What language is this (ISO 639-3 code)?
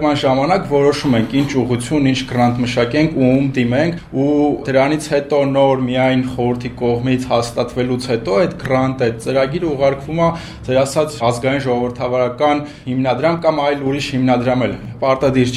hye